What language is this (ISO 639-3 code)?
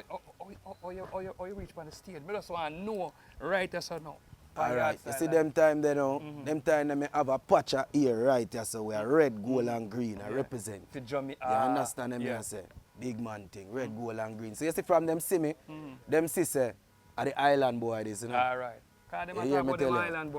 jam